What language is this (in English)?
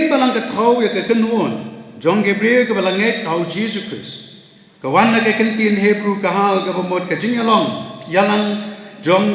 Khasi